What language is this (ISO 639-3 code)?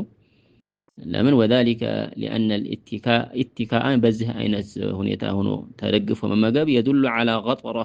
amh